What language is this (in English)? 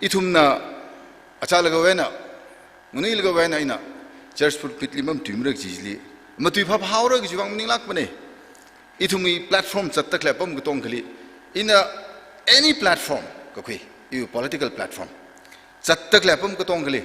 Tangkhul Naga (India)